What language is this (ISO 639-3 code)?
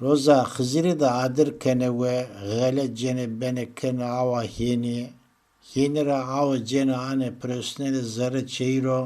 zza